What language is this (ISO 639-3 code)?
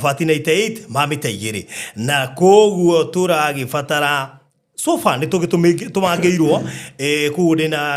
kik